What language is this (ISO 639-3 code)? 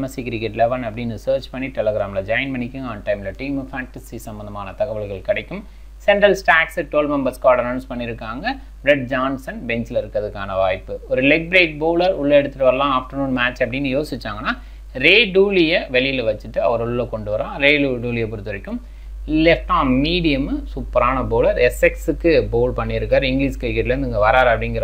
tam